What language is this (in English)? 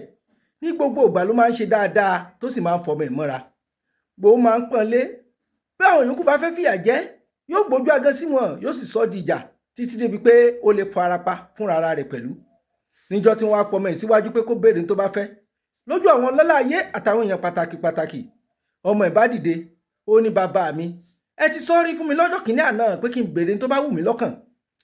Yoruba